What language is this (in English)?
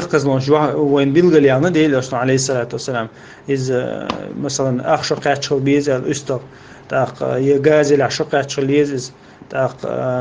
Chechen